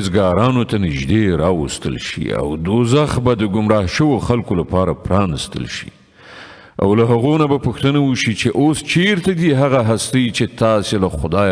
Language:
Pashto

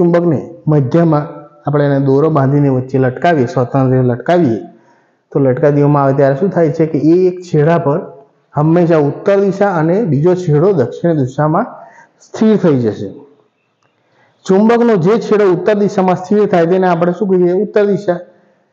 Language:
Gujarati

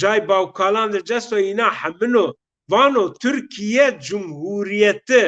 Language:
Zaza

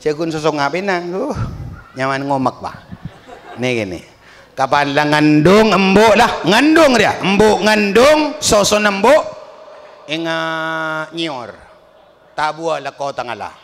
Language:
Madurese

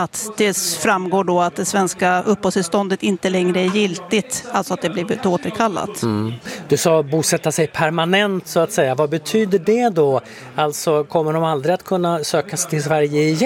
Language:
Swedish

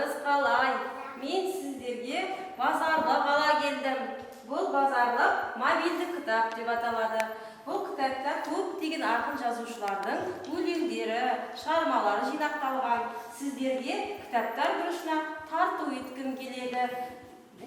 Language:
Kazakh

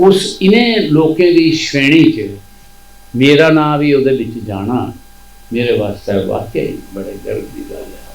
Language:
Dogri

